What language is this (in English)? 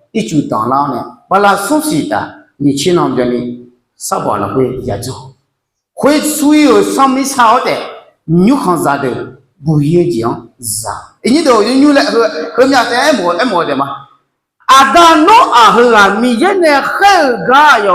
Akha